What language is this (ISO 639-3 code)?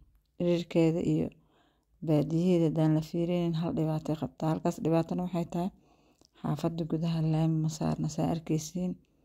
som